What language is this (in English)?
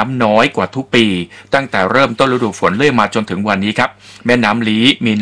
Thai